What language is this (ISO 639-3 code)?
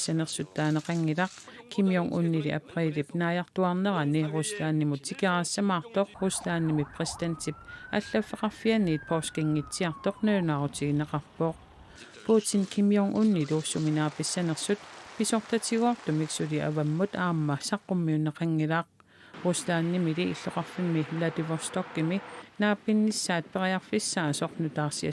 kal